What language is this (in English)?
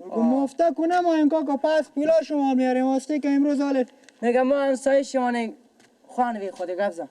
Persian